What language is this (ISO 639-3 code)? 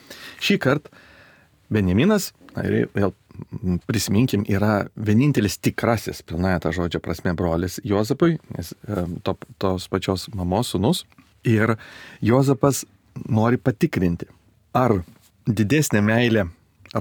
lit